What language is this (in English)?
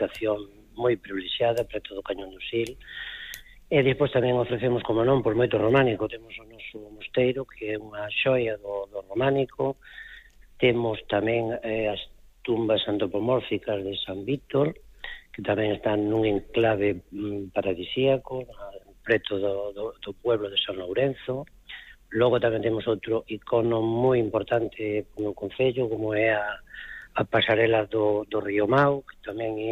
Galician